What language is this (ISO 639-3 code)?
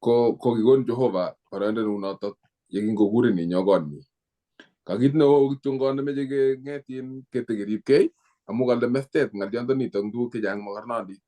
kln